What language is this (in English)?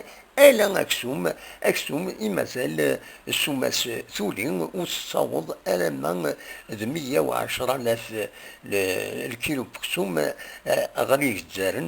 Kabyle